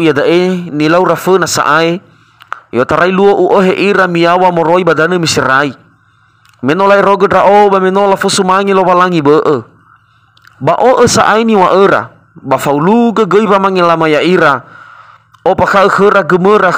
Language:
Nias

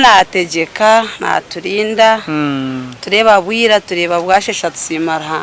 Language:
Nyankole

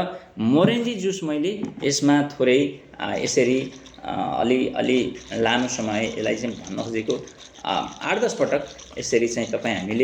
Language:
Nepali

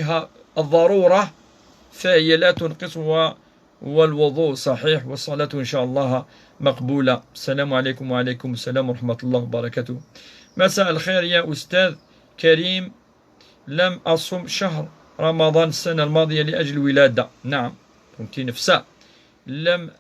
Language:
Kabyle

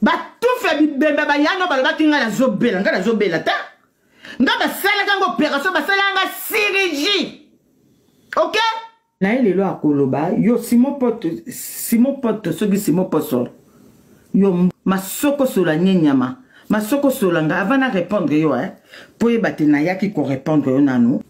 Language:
Lingala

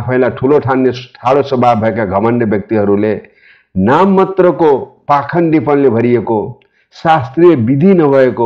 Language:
Nepali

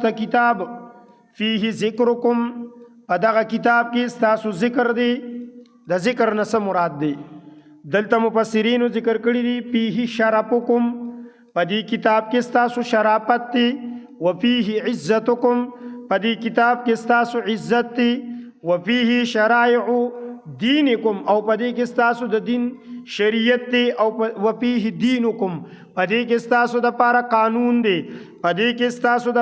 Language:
Pashto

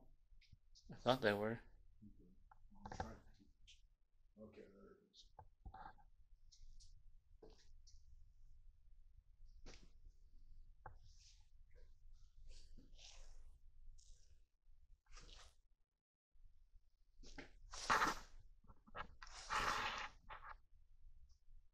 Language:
English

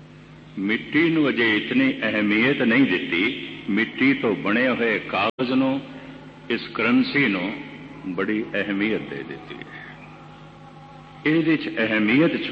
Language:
Punjabi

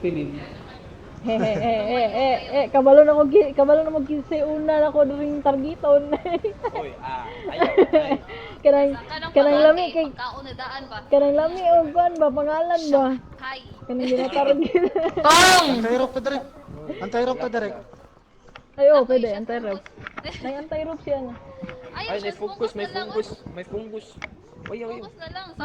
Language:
Cebuano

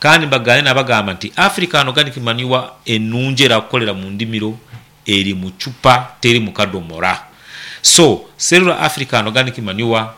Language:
Nyankole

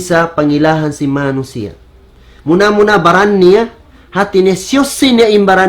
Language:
Tausug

